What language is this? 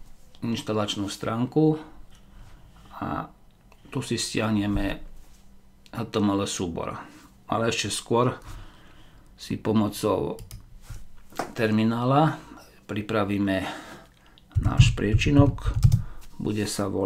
Slovak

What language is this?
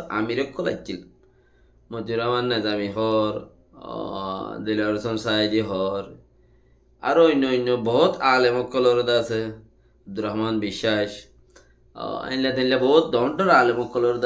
Rohingya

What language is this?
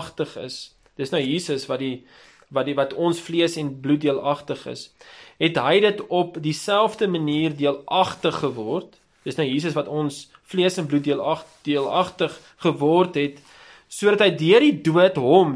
Afrikaans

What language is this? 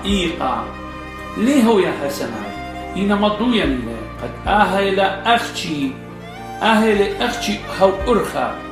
Assyrian Neo-Aramaic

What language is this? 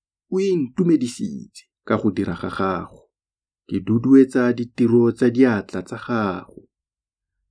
Tswana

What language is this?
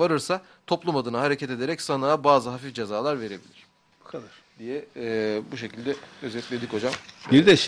Turkish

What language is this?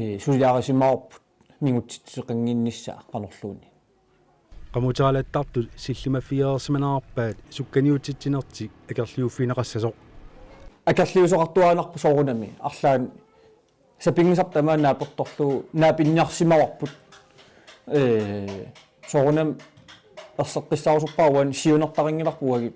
Kalaallisut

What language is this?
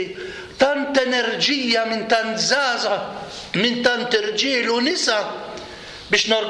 Maltese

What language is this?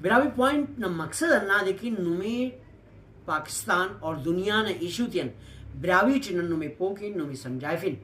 Brahui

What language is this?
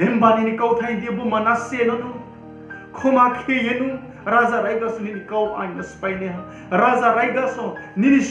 Riang (India)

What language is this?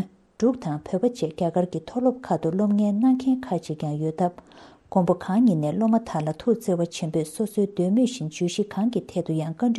Tibetan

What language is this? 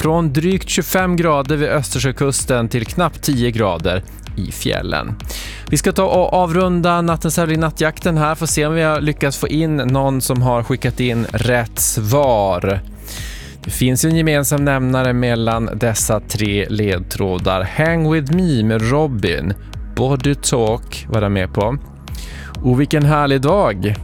Swedish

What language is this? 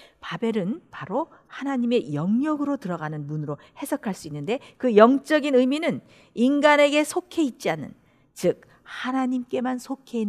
Korean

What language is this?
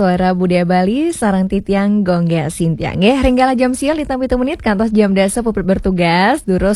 Balinese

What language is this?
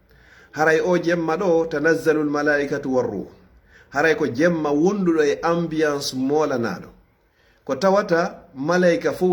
Fula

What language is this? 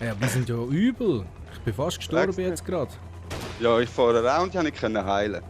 Swiss German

